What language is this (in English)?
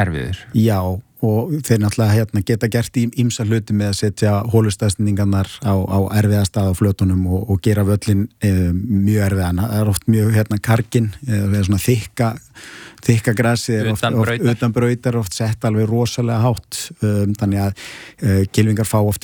Icelandic